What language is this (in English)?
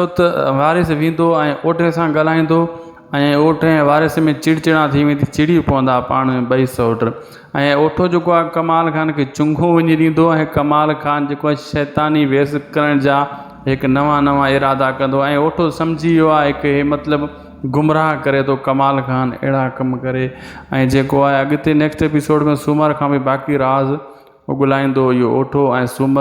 Sindhi